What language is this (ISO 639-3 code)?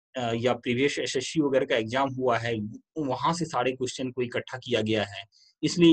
hin